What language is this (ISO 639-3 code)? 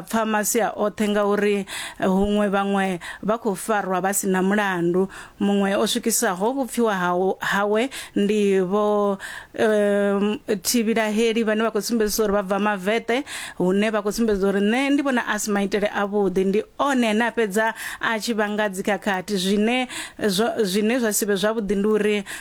ven